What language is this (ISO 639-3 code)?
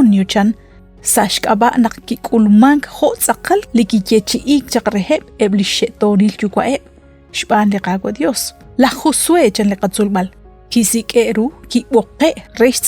kek